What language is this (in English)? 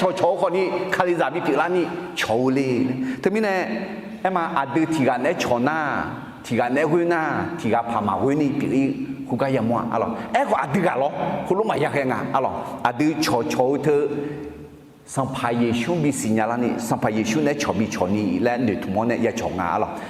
Akha